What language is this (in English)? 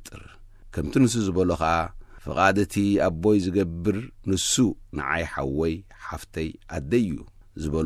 Tigrinya